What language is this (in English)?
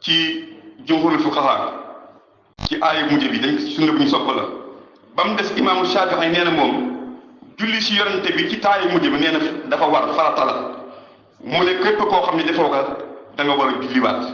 Wolof